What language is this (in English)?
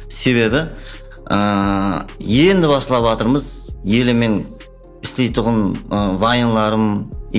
Kara-Kalpak